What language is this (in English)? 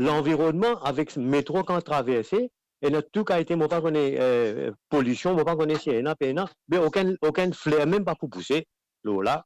Morisyen